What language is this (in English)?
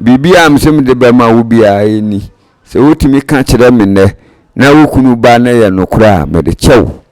Akan